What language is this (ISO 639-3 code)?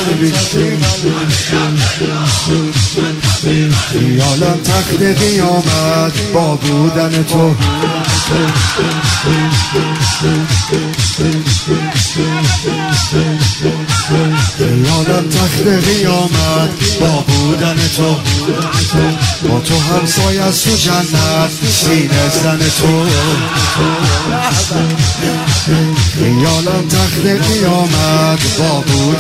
fas